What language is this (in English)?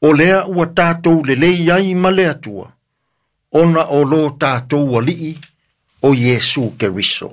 Samoan